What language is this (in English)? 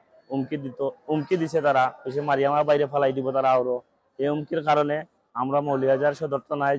Sylheti